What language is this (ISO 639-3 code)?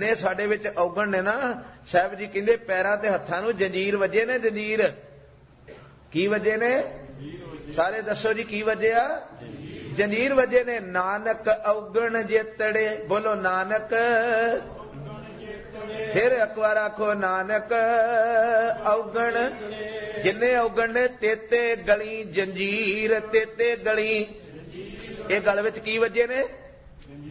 pan